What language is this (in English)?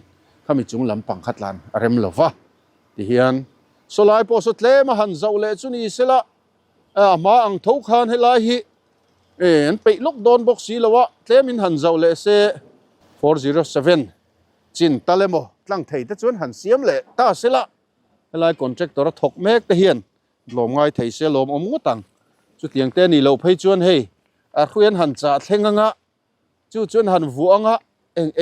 Mizo